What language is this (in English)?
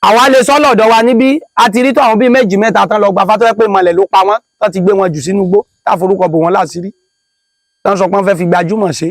Yoruba